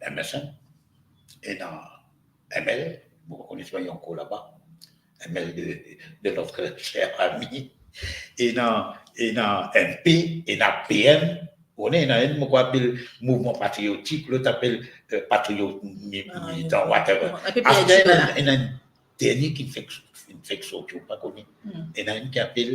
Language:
Morisyen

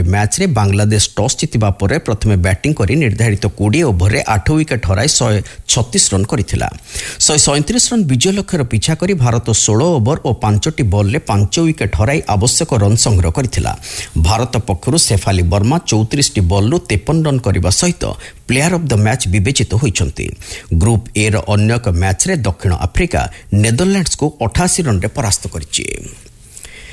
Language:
Odia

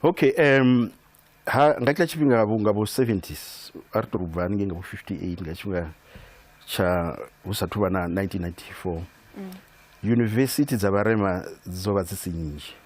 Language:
Venda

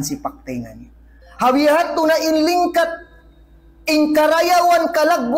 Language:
Tausug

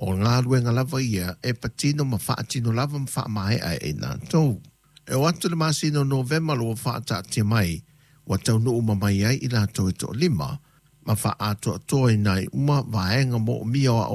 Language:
Samoan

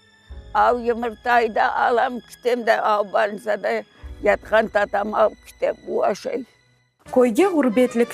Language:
Crimean Tatar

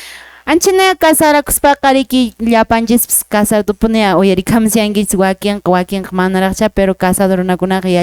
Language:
Quechua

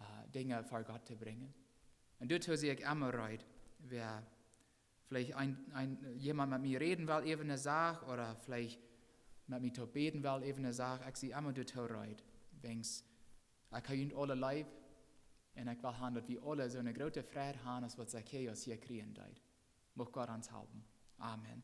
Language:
Plautdietsch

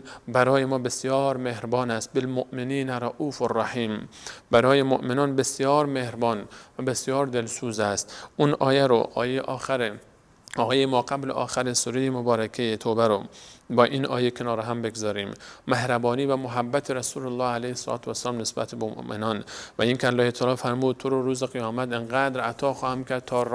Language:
Persian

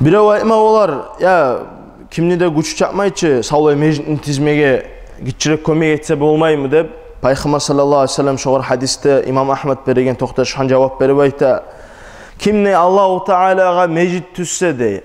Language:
Kumyk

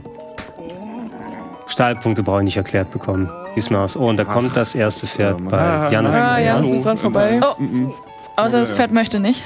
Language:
German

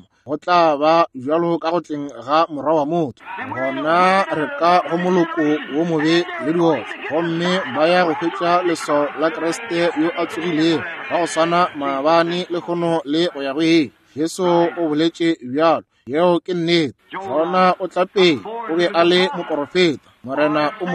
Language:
Northern Sotho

